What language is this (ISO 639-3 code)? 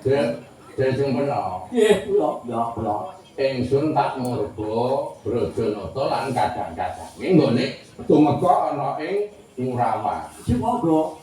jav